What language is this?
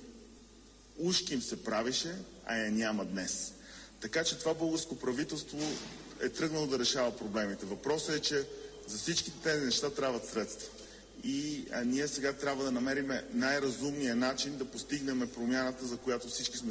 Bulgarian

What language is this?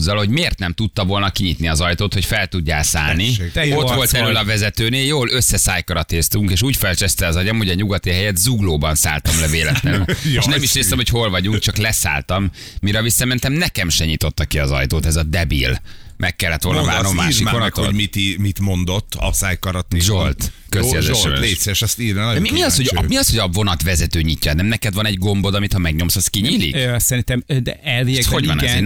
Hungarian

